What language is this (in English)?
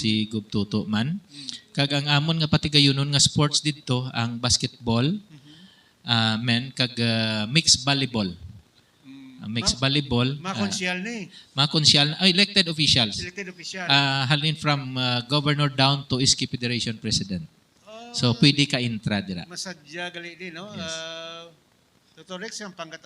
Hiligaynon